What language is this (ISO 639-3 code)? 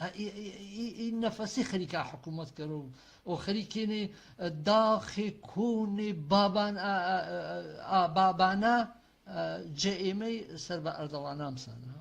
hac